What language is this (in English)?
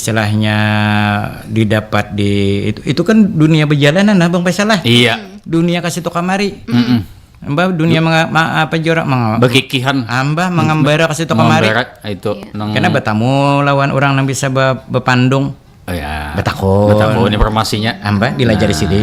Banjar